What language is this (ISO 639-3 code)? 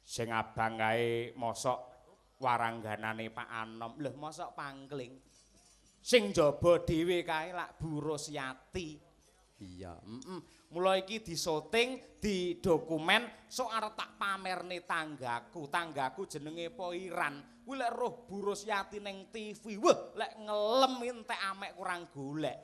jav